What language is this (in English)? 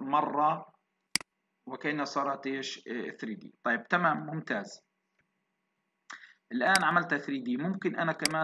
South Levantine Arabic